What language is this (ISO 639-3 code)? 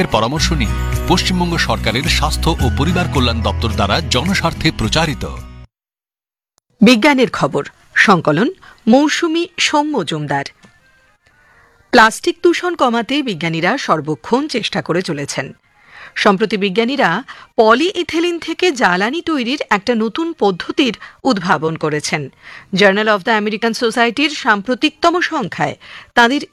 ben